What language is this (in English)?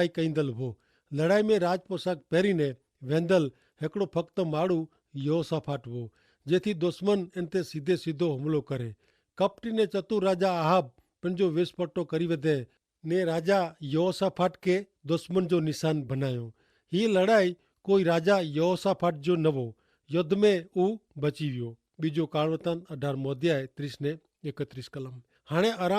Kachhi